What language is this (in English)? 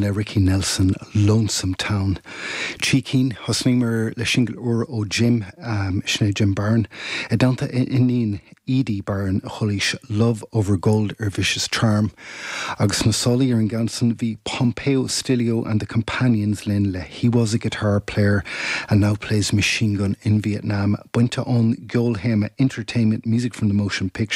Irish